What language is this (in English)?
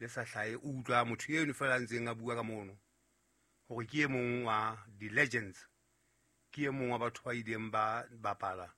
Southern Sotho